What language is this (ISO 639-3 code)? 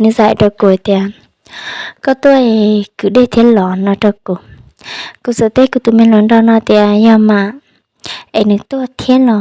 hmn